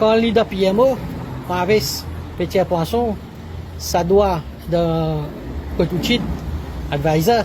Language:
Morisyen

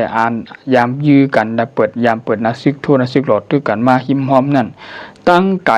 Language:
Shan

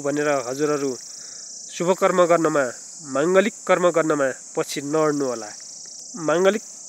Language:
Nepali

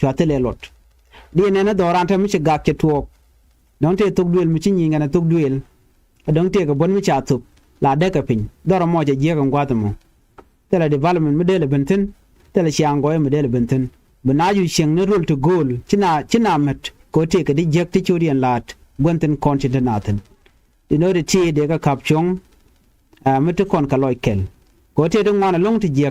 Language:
Nuer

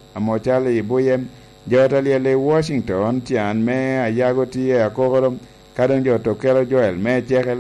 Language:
Lango (Uganda)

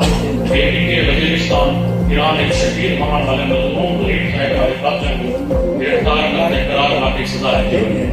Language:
Saraiki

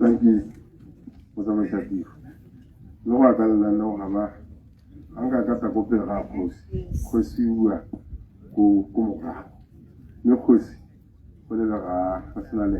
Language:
Tswana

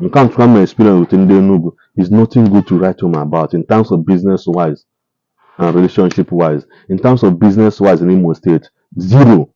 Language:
Igbo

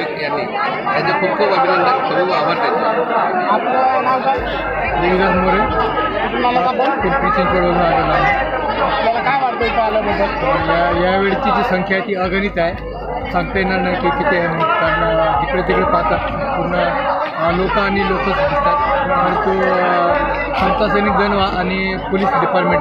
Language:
Marathi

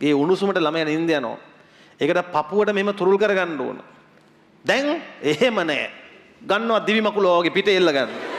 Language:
Sinhala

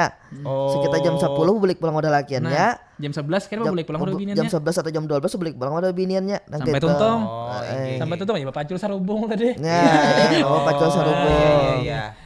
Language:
Banjar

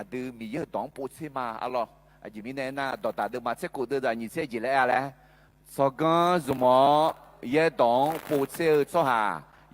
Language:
Akha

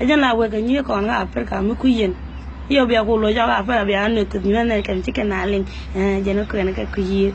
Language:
Nuer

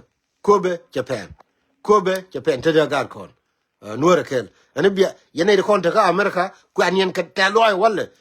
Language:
Nuer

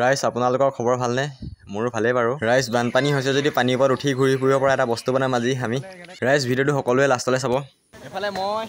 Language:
Assamese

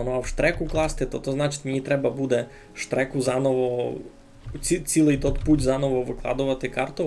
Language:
Rusyn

